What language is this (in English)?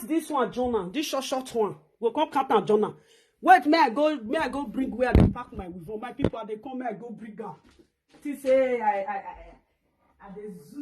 Nigerian Pidgin